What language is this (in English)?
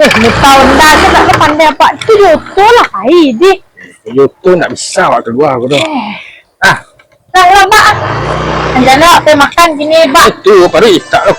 Minangkabau